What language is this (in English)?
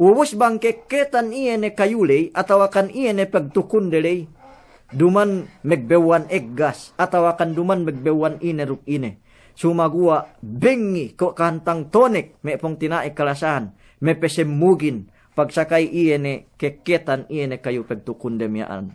Yakan